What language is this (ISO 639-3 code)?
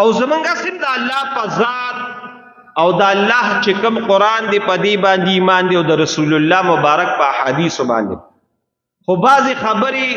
pus